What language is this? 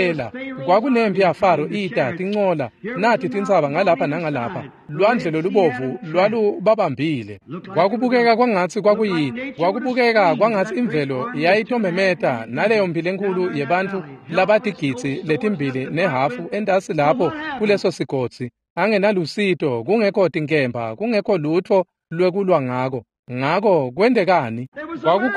Swati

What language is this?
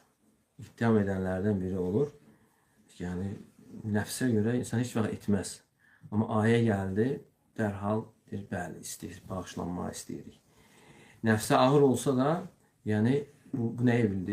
Azerbaijani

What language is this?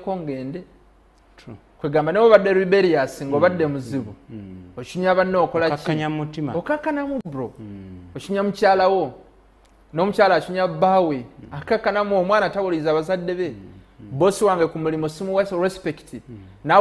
Ganda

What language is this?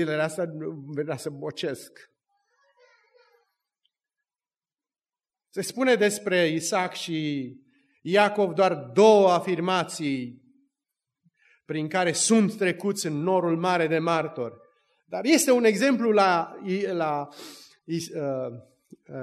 Romanian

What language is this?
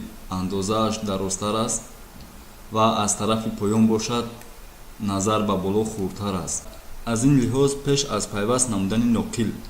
Tajik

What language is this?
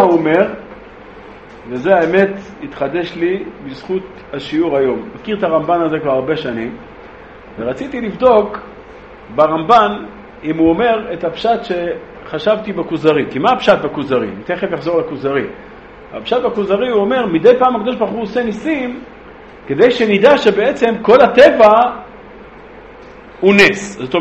Hebrew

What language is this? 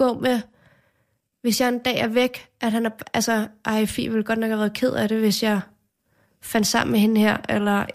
Danish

